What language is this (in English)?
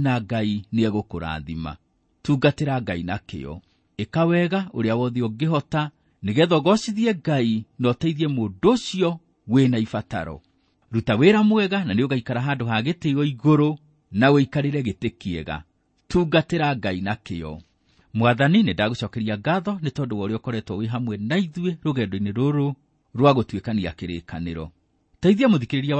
Kikuyu